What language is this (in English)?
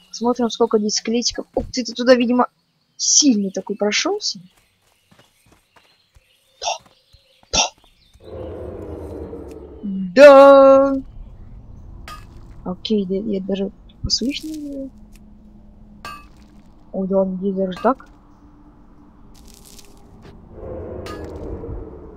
Russian